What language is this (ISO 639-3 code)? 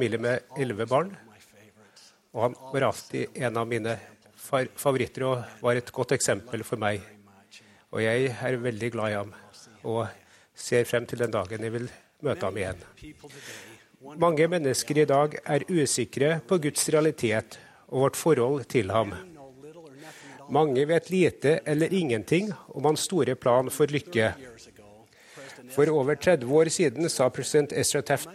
nor